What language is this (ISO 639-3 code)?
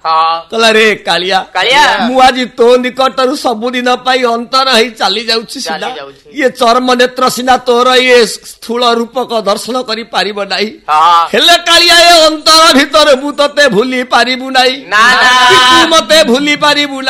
ori